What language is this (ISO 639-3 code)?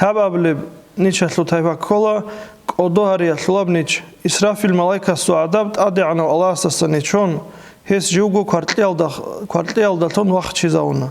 ava